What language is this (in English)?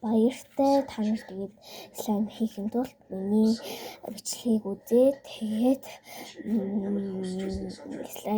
Mongolian